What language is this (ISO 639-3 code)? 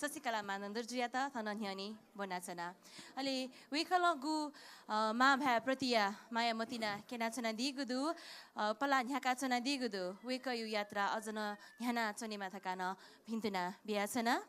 new